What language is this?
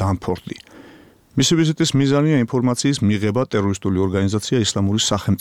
Georgian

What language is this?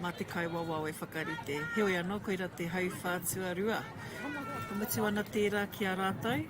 Māori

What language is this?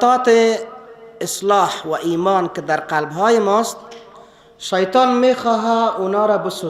Persian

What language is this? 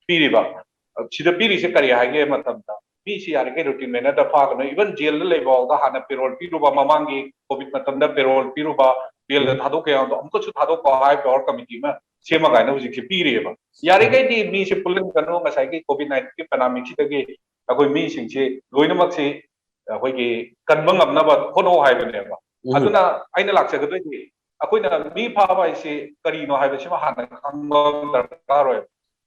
Manipuri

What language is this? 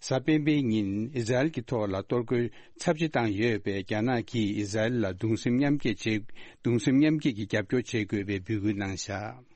Tibetan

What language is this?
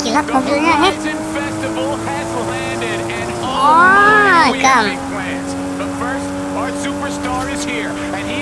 Banjar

